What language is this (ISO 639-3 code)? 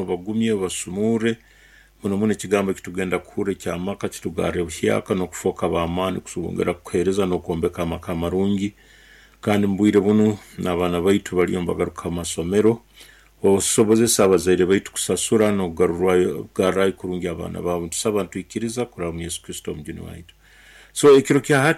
nyn